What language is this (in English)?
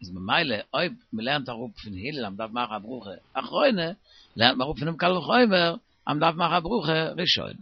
Yiddish